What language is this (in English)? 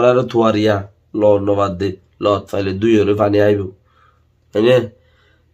Rohingya